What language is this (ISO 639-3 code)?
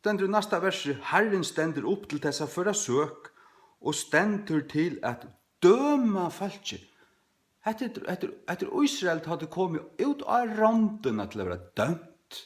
fao